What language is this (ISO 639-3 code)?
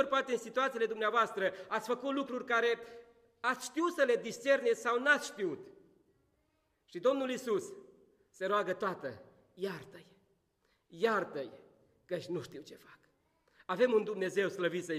ron